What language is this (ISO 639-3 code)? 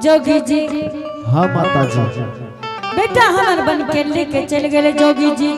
anp